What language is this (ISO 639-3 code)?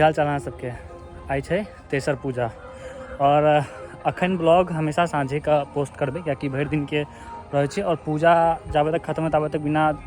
mai